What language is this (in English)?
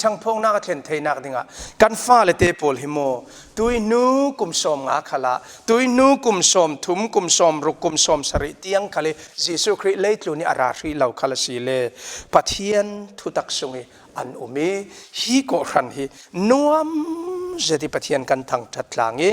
Falam Chin